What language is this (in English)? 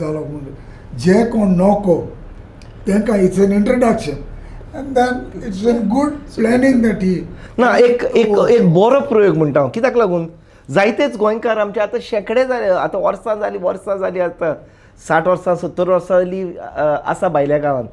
Konkani